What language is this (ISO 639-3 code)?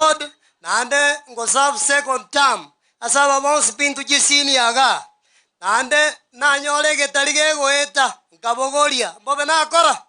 guz